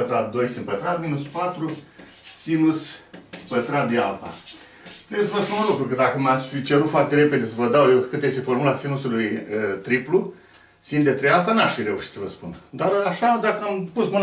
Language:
Romanian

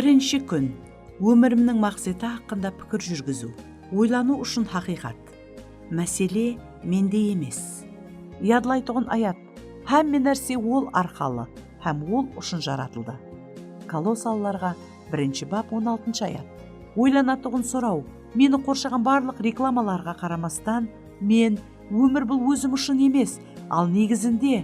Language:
Kara-Kalpak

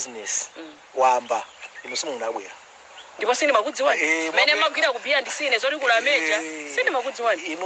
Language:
Nyanja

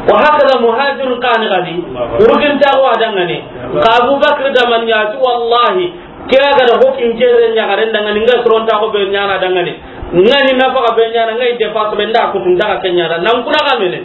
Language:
Soninke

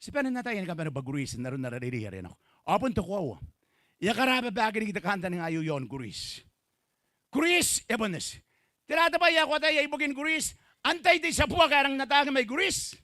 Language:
Gilbertese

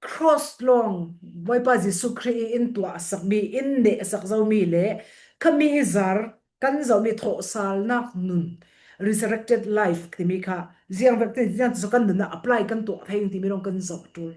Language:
Falam Chin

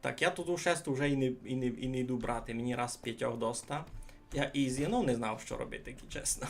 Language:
Rusyn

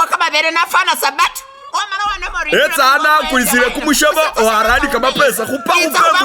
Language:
Masaaba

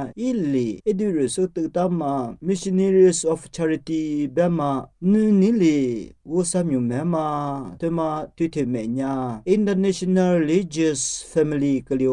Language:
Lisu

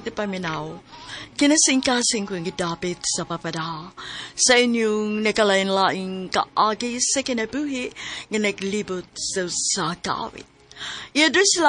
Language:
Cebuano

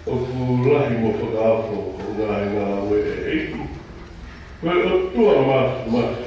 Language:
Tongan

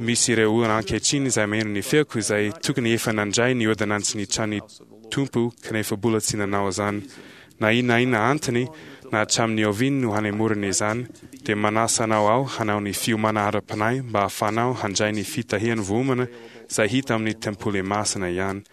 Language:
Malagasy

